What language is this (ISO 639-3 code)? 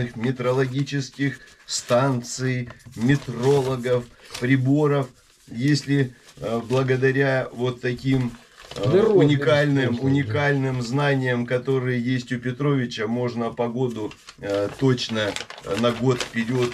rus